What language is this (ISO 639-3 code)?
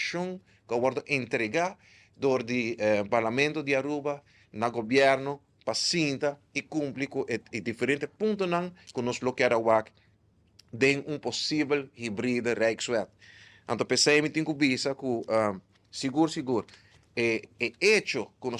pap